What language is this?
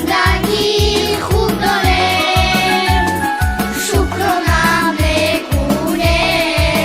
Tajik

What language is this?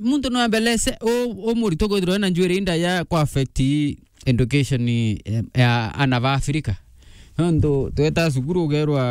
Meru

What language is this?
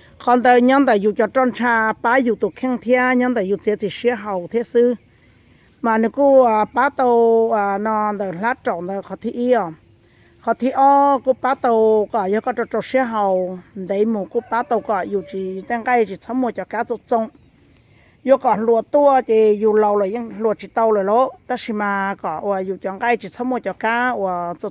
Hmong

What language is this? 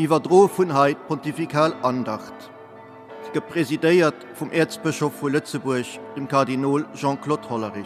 Luxembourgish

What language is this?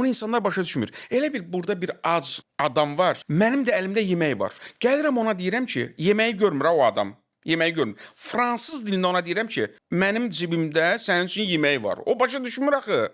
Azerbaijani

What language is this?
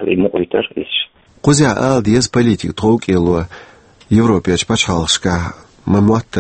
Chechen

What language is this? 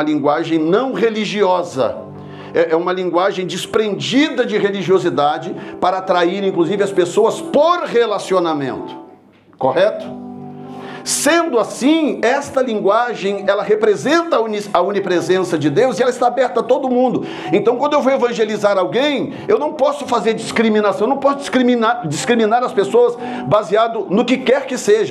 Portuguese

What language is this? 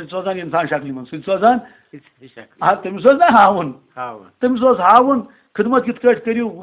Kashmiri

